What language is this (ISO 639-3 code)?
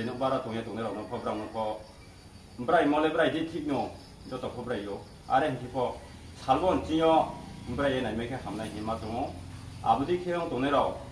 ria